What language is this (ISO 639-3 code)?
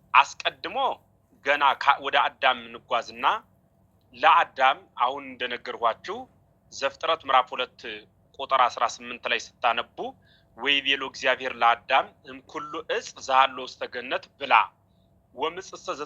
amh